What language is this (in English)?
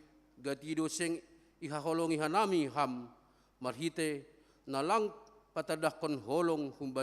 Batak Simalungun